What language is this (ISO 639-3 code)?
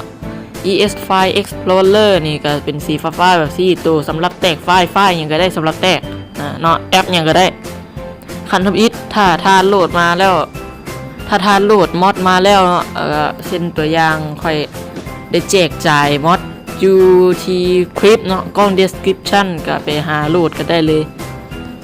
lao